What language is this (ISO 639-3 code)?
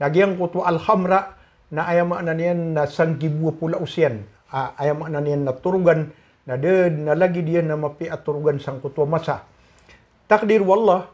mrw